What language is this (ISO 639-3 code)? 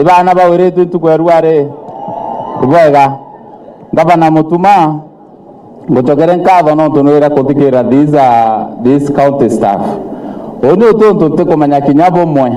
mer